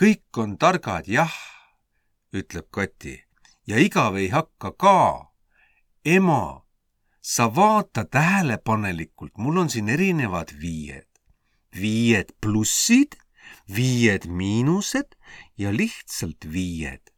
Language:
Estonian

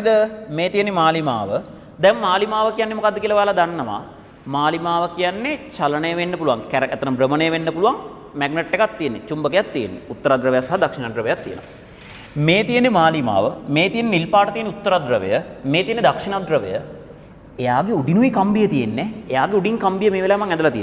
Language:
Sinhala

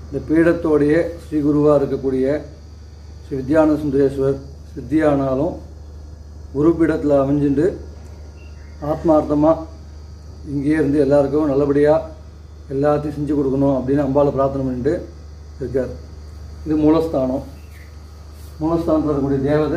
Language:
Tamil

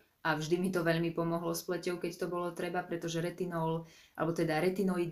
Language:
Slovak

